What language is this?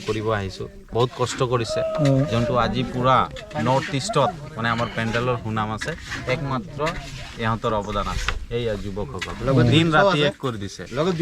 Assamese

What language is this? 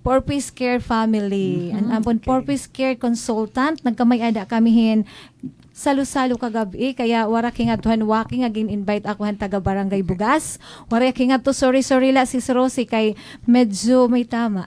Waray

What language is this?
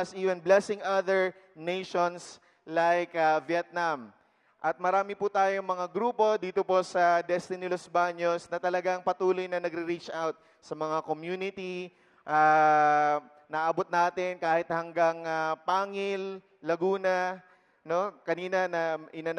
Filipino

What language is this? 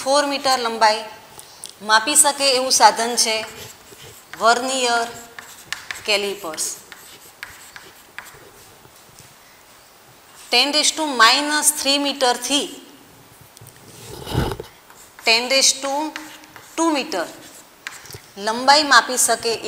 Gujarati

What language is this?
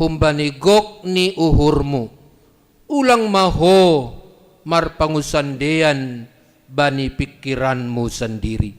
Batak Simalungun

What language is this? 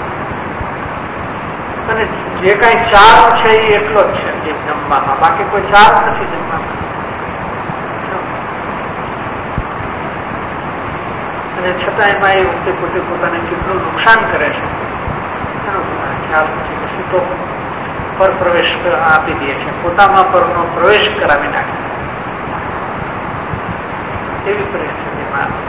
Gujarati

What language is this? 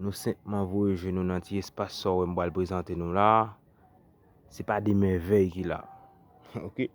Haitian Creole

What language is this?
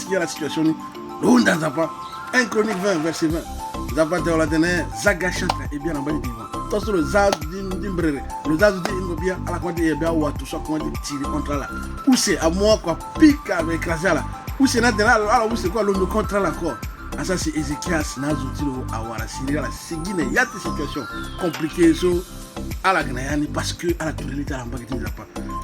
Sango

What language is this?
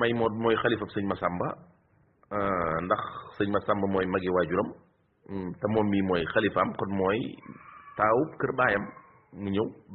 Wolof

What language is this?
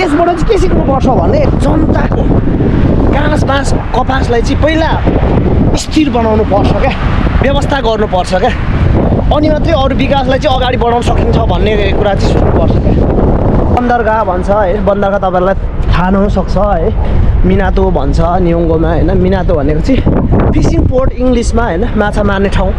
Nepali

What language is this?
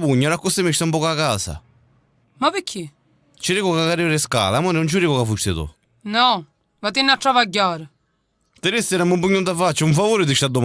Sicilian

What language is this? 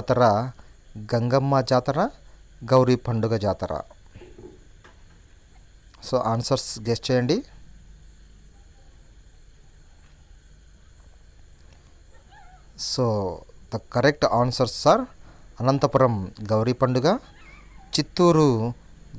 Telugu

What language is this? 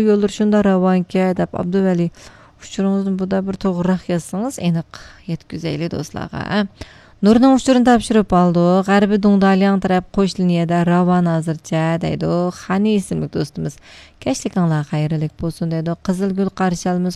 Uyghur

